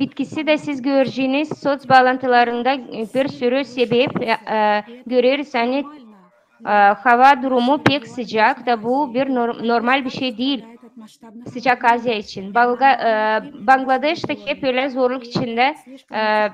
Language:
Gagauz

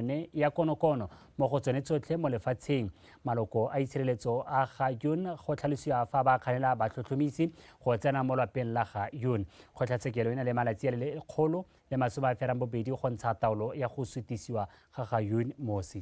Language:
Tswana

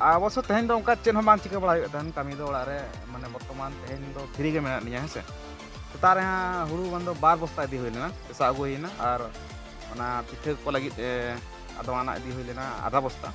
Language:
Santali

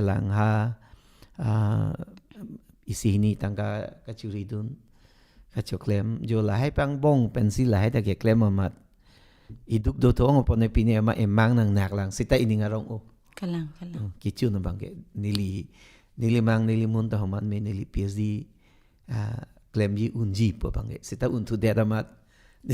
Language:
Karbi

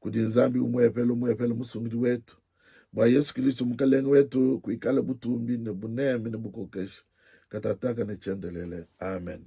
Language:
Luba-Lulua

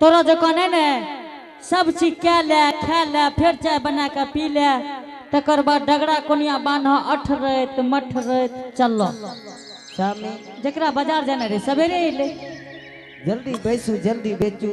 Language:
Angika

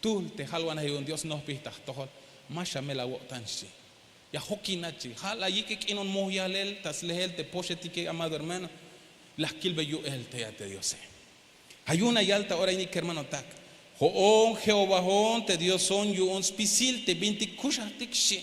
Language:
Tzeltal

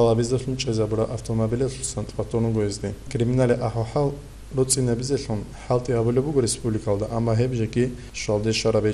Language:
Avaric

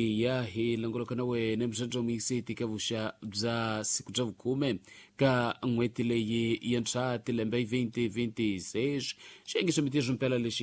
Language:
Tsonga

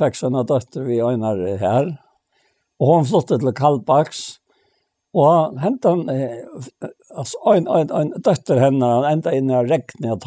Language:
Faroese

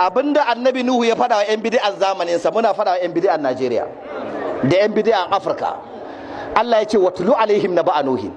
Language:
Hausa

